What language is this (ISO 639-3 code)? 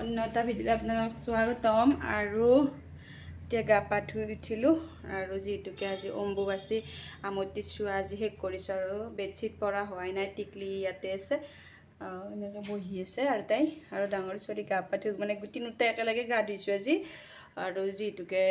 asm